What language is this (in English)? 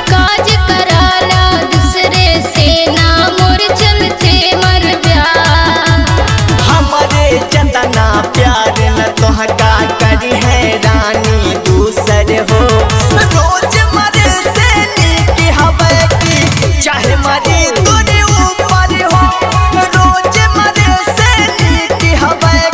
Bhojpuri